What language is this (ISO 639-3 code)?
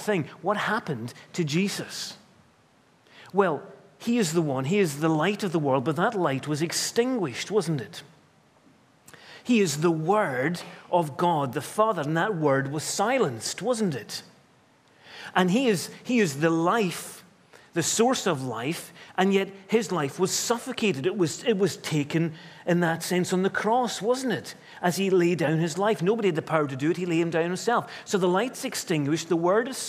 eng